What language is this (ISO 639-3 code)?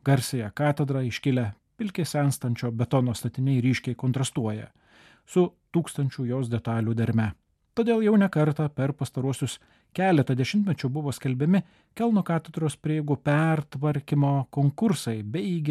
lit